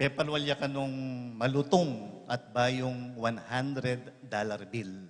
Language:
Pampanga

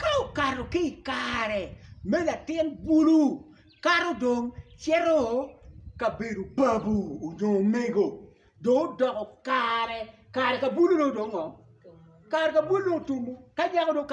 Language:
Acoli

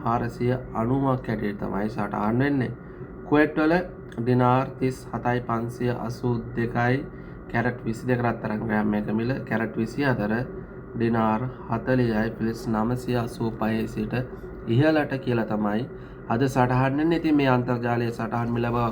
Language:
Sinhala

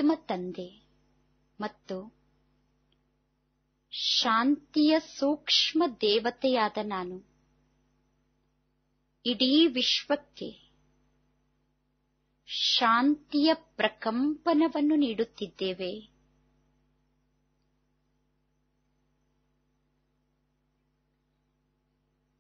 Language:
Kannada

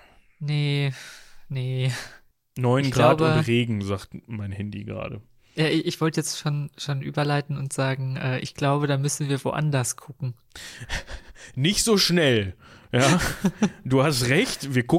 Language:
German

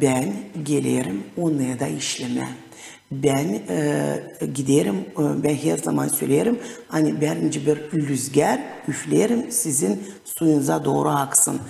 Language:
Gagauz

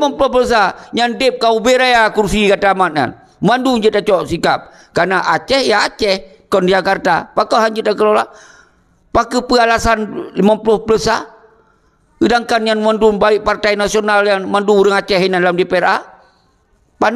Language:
Achinese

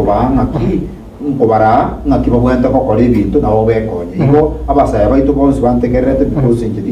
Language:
Gusii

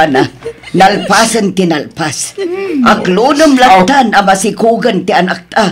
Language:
Iloko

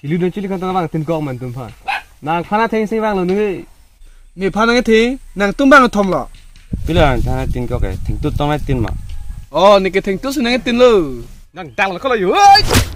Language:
Karbi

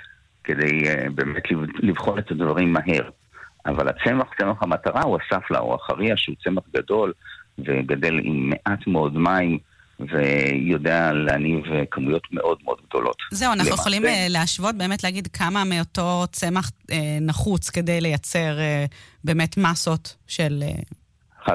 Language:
Hebrew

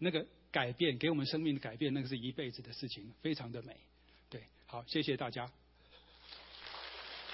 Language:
Chinese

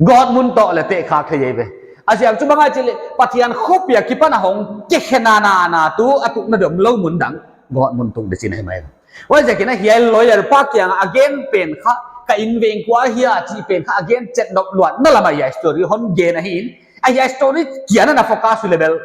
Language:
Paite Chin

